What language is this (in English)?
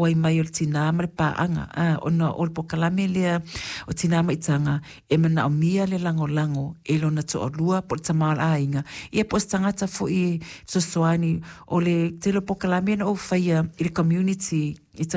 Samoan